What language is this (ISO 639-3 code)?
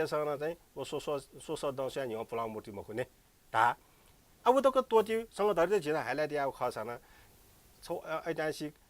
new